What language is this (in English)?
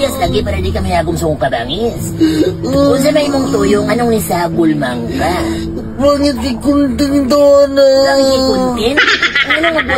Cebuano